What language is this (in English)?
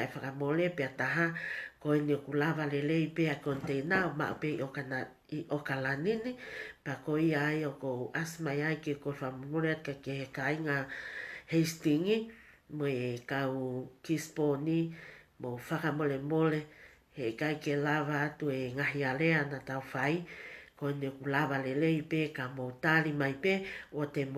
Tongan